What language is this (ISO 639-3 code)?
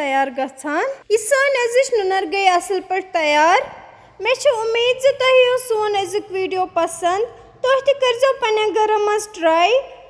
kas